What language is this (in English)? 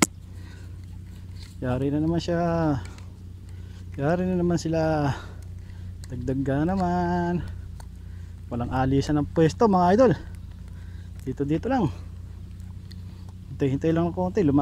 Filipino